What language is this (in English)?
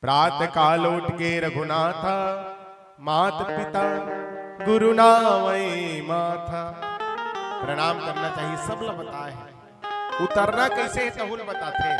Chhattisgarhi